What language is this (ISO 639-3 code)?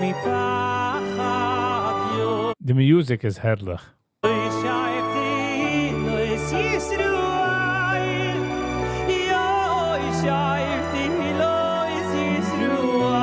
yid